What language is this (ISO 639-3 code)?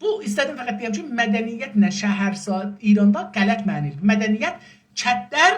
azb